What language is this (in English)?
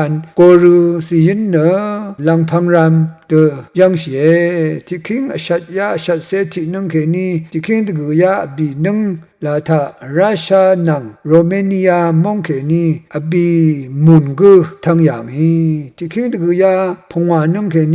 Rawang